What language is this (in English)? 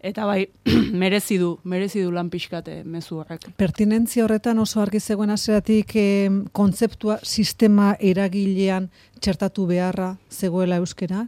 Basque